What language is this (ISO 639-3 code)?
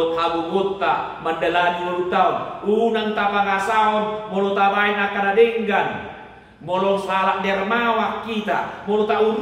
bbc